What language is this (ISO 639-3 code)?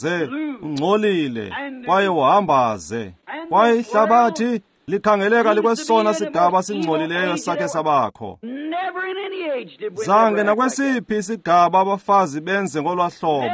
xho